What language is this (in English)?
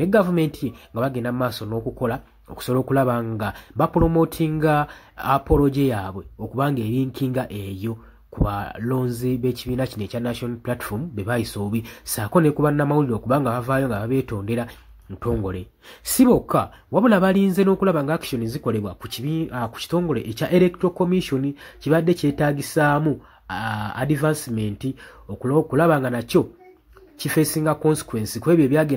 Ganda